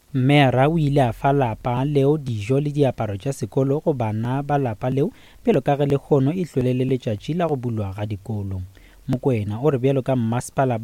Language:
Northern Sotho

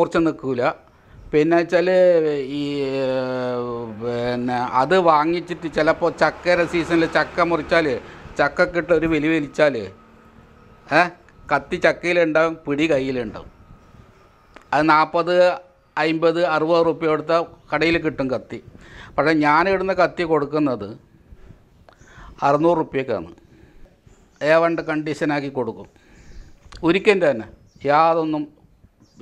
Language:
Malayalam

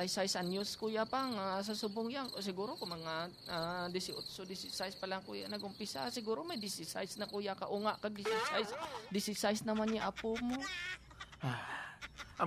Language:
Hiligaynon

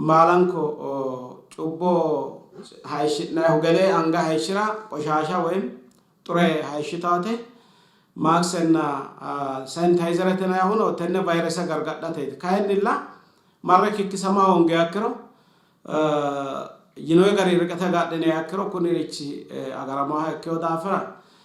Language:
Sidamo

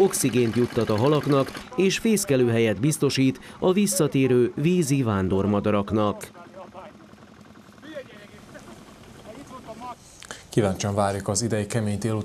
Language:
Hungarian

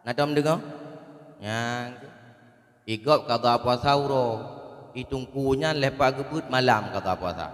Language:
Achinese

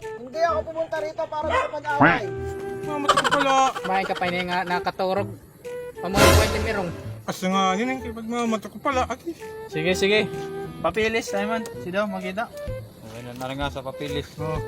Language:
Waray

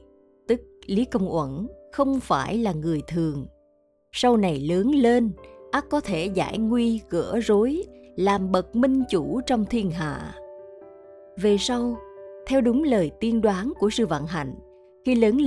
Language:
Vietnamese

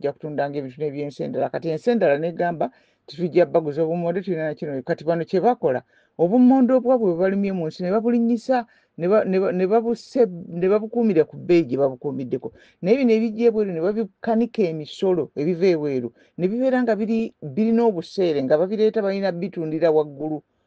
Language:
Ganda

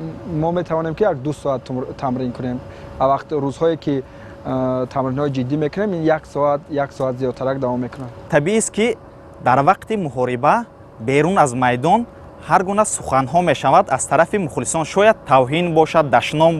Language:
Tajik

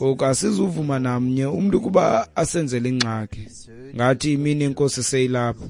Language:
Xhosa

